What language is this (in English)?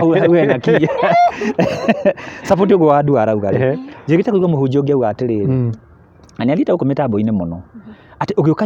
Kikuyu